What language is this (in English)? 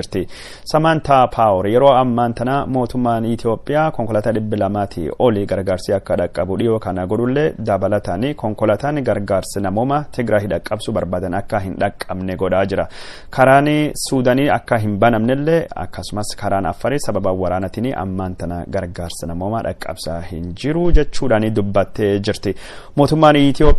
Oromo